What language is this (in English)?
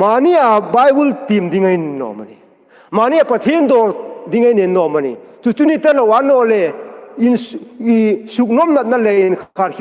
Hmar